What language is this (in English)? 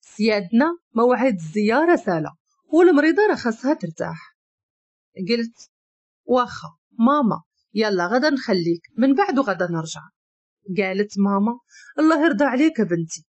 Moroccan Arabic